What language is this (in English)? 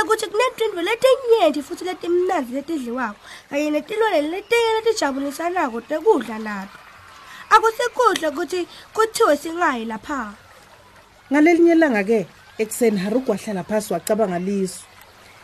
Swati